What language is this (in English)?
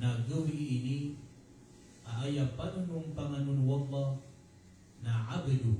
Maranao